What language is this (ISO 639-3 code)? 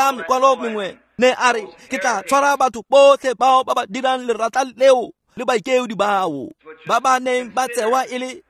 tsn